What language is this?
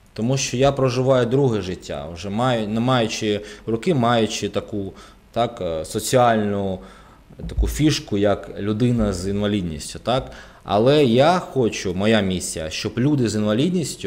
Ukrainian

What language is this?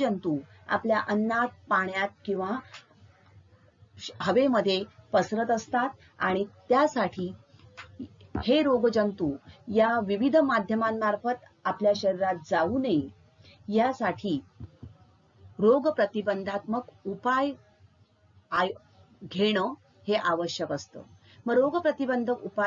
Marathi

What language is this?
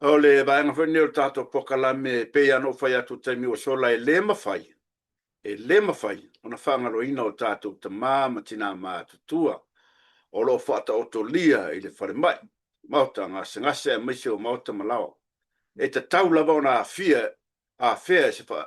Samoan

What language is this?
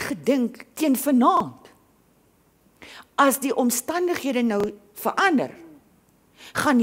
Afrikaans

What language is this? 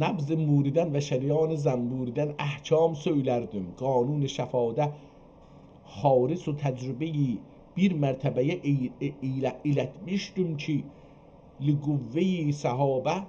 South Azerbaijani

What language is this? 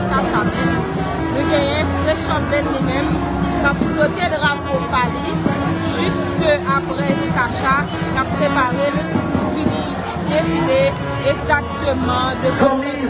Haitian Creole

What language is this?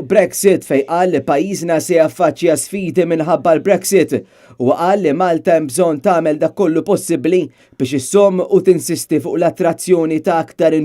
Maltese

